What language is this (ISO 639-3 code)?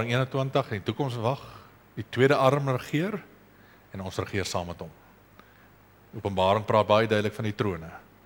afr